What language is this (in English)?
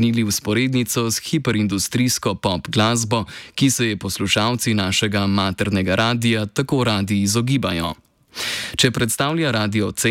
Slovenian